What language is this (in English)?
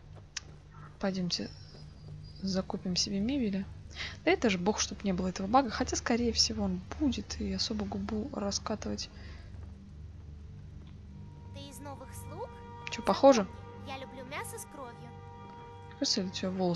Russian